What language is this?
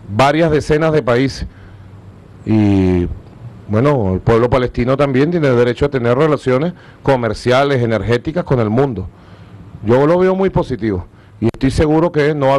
Spanish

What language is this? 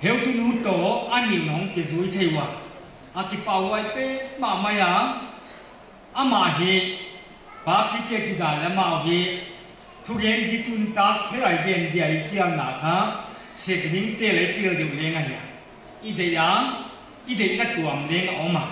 Paite Chin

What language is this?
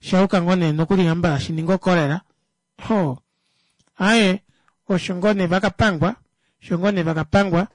Kuanyama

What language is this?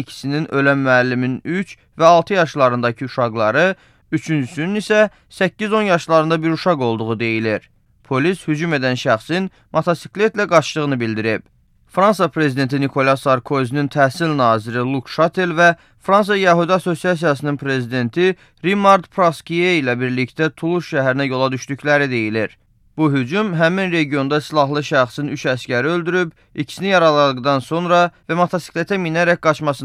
Azerbaijani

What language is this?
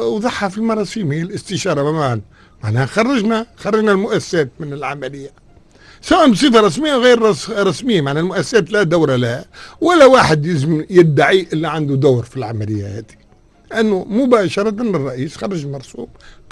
Tunisian Arabic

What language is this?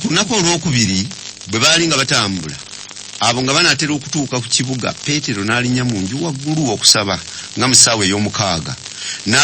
Ganda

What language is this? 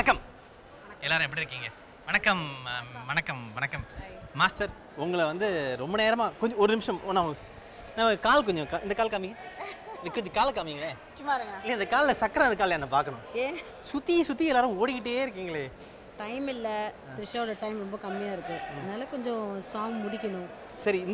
Tamil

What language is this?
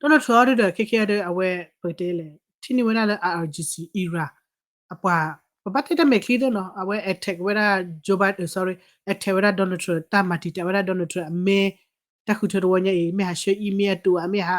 S'gaw Karen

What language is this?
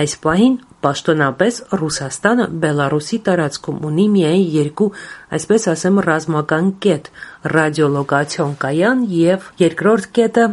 Armenian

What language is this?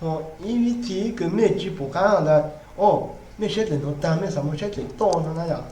Hmong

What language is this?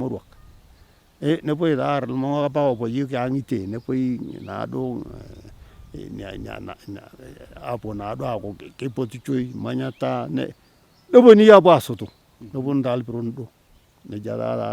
Masai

